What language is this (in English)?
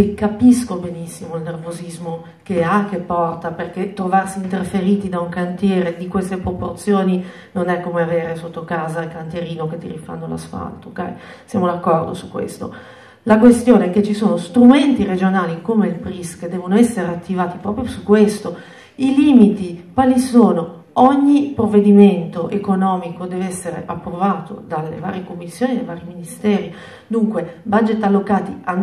Italian